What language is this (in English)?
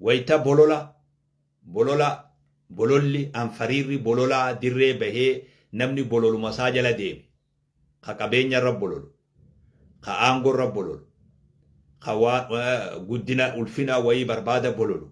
Oromo